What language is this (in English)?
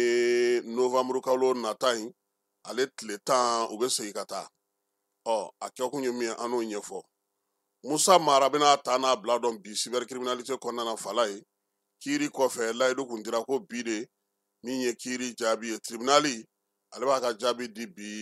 Bambara